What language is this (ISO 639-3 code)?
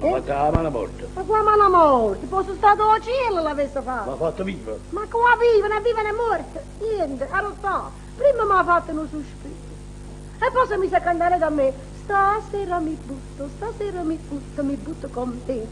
nap